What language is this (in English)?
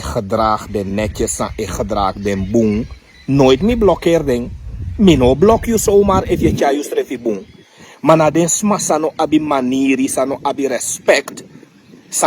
Sranan Tongo